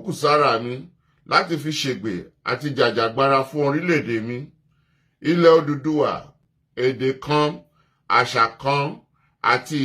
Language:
Yoruba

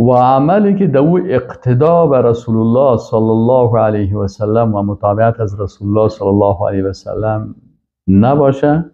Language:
Persian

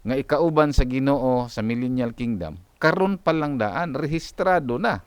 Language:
Cebuano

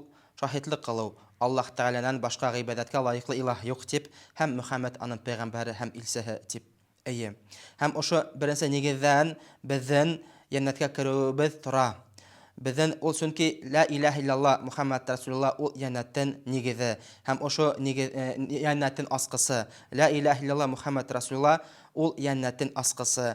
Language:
Bashkir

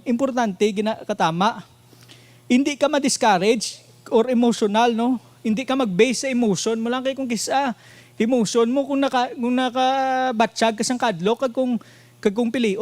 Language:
Hiligaynon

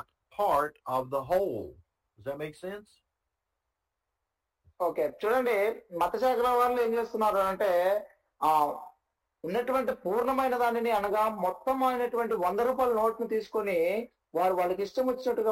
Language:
Telugu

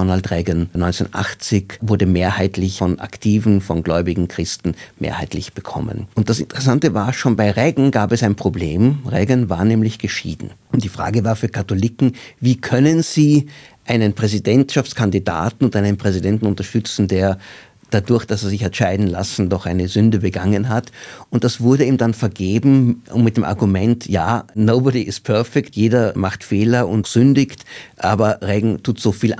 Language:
German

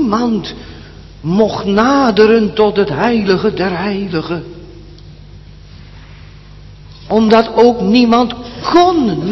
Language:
Dutch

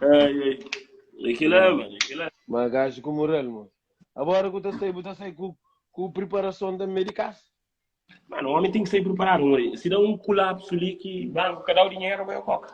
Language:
Kabuverdianu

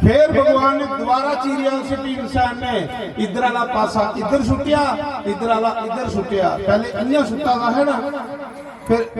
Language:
Dogri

